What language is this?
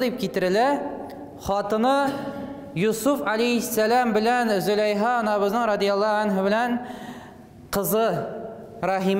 Tatar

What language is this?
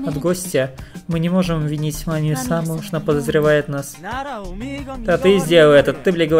Russian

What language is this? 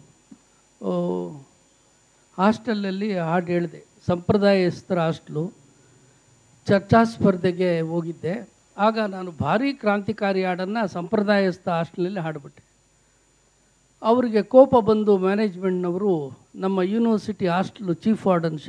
Kannada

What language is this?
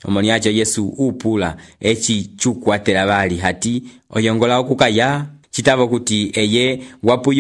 Umbundu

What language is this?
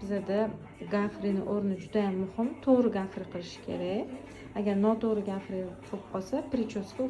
Uzbek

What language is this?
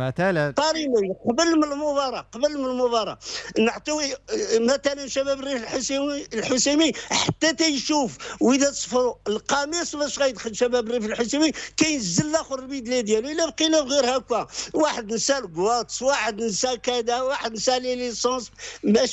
Moroccan Arabic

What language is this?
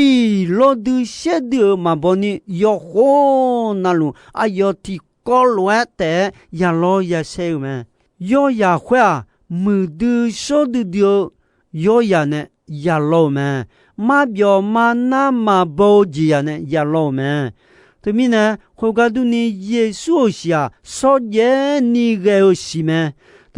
Akha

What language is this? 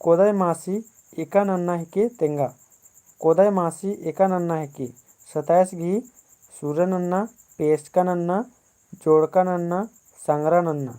Kurukh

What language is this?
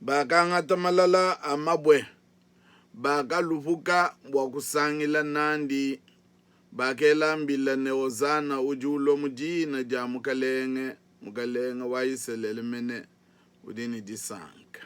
Luba-Lulua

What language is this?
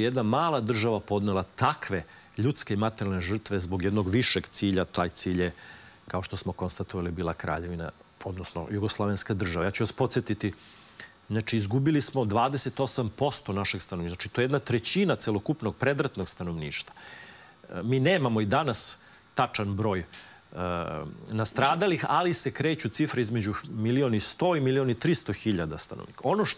Serbian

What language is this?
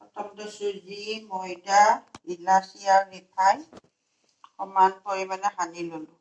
Assamese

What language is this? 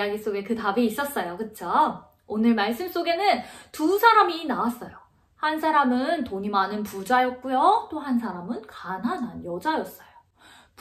Korean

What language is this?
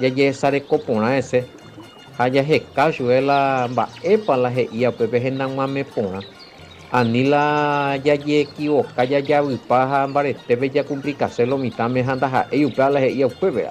Guarani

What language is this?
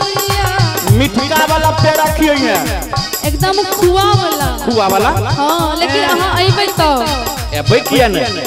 Maithili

